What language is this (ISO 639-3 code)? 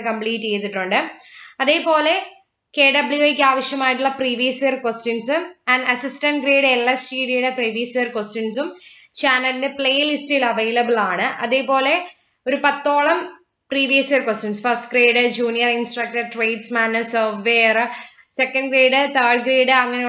mal